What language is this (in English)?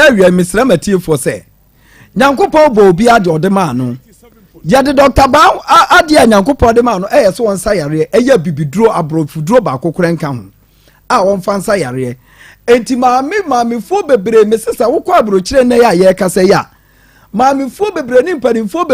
Akan